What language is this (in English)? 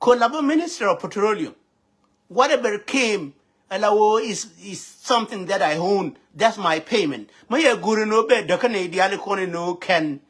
Nuer